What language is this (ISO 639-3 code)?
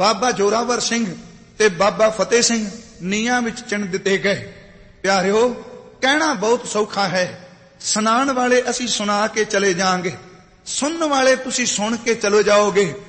pan